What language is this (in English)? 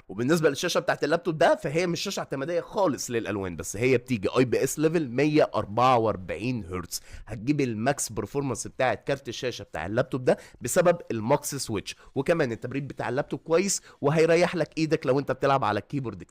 Egyptian Arabic